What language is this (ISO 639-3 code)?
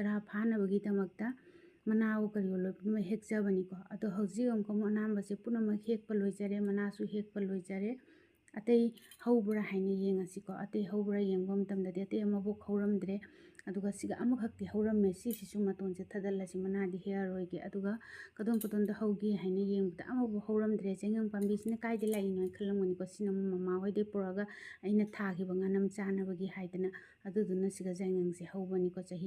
mni